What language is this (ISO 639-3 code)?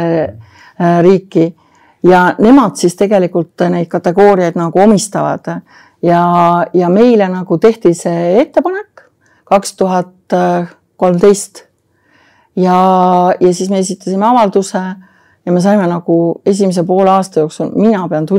est